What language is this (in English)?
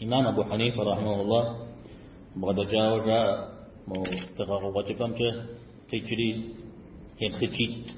Kabardian